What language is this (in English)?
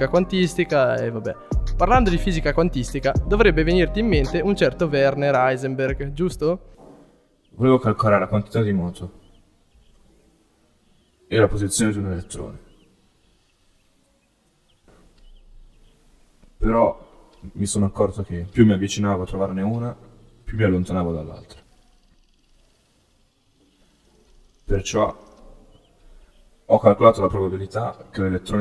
Italian